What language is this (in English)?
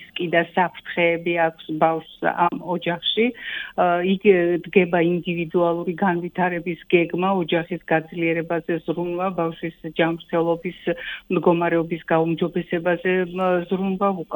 Georgian